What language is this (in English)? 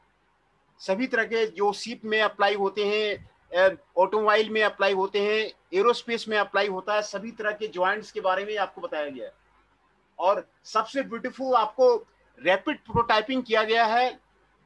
Hindi